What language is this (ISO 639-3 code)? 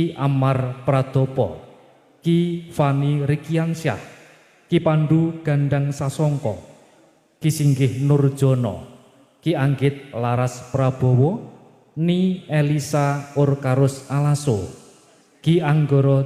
jav